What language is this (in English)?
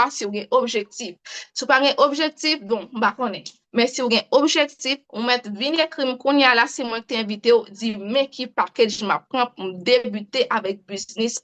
Haitian Creole